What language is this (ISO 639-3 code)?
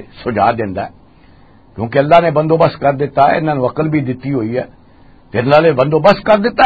lah